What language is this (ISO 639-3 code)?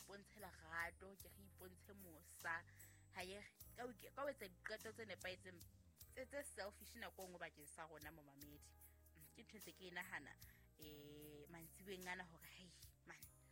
sot